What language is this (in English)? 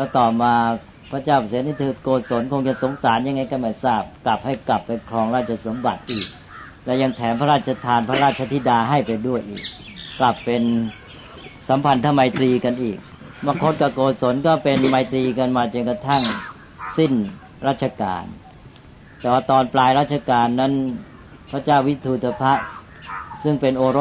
Thai